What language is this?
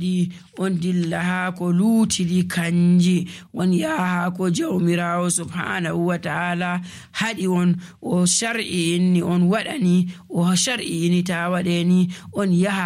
Nigerian Fulfulde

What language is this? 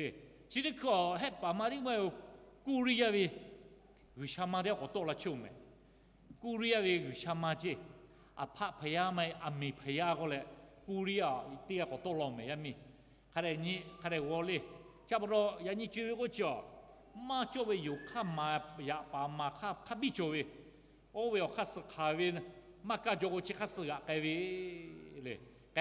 Lahu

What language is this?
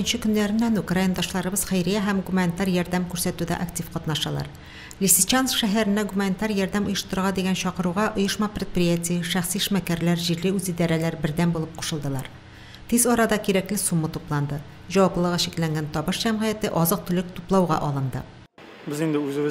Tatar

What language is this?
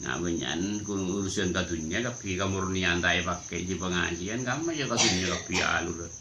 Madurese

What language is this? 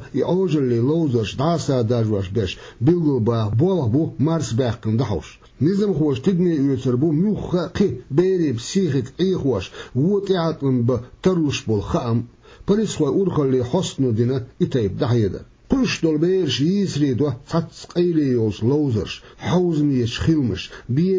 Chechen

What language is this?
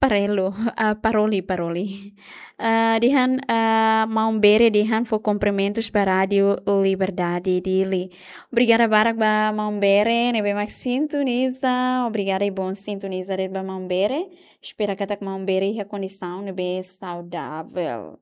Tetum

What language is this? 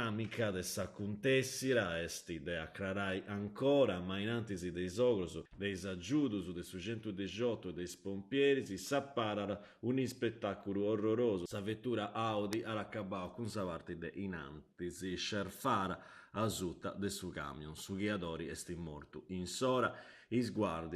Sardinian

